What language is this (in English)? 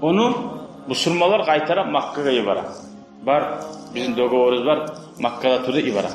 Kumyk